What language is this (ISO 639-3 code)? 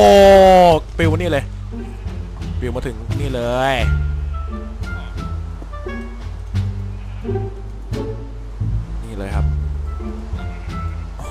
tha